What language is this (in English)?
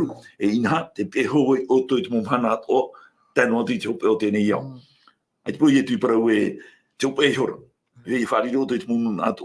Tahitian